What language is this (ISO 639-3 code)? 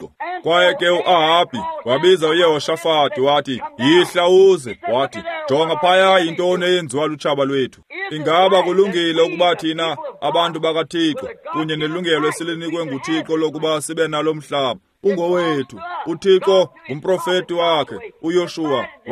xho